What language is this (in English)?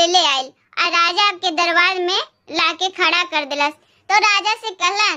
Bhojpuri